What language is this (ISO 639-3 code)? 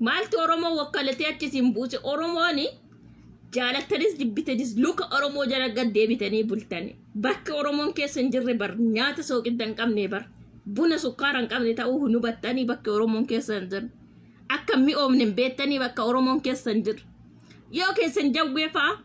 orm